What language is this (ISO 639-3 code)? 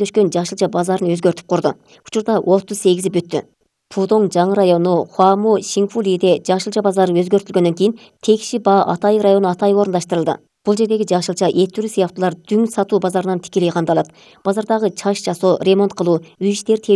kir